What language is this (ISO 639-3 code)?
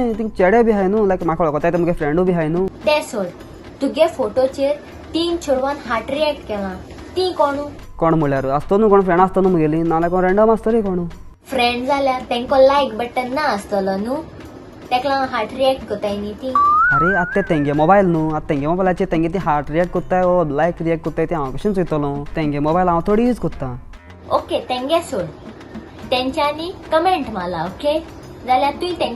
kok